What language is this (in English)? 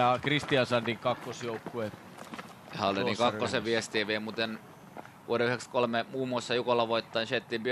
Finnish